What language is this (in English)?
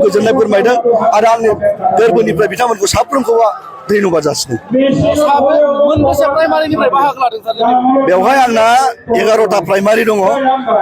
Bodo